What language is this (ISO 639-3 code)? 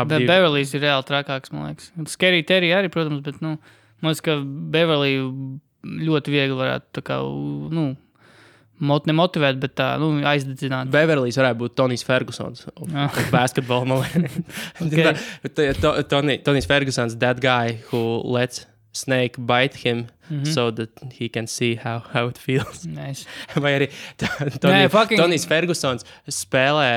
lav